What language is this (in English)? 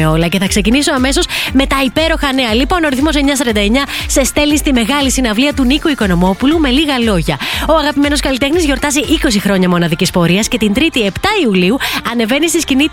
Greek